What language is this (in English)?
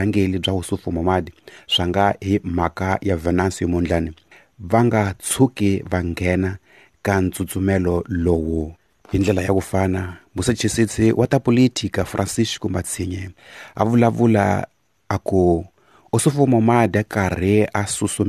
Tsonga